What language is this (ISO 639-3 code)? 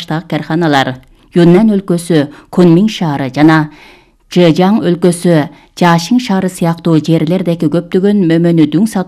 kir